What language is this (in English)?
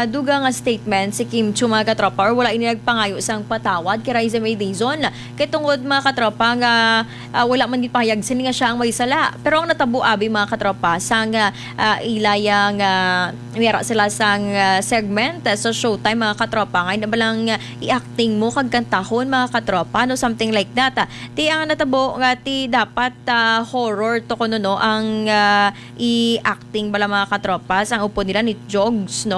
Hiligaynon